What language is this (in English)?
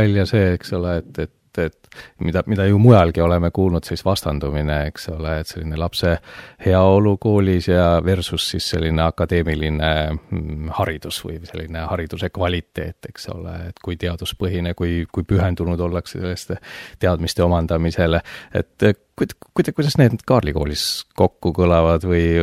Estonian